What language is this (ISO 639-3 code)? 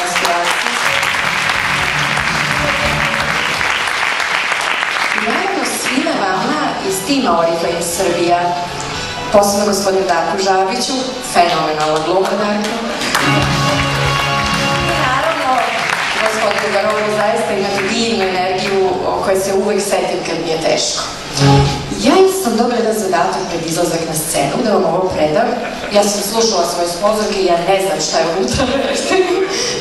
srp